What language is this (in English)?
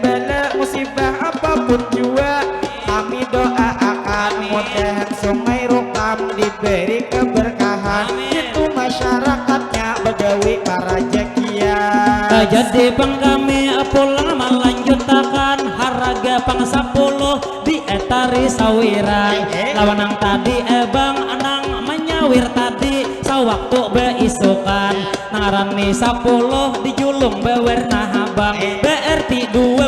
Banjar